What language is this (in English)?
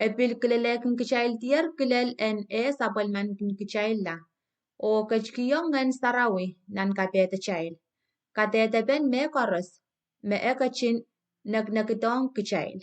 Pohnpeian